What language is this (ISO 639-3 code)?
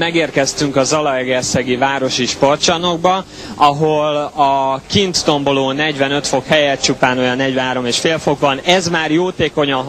hun